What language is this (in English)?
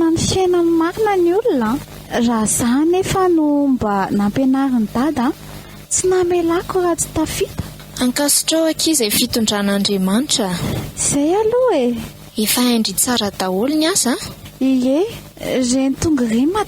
Malagasy